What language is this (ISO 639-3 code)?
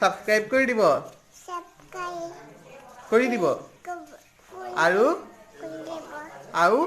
asm